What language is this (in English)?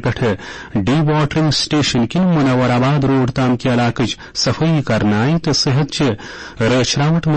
Kashmiri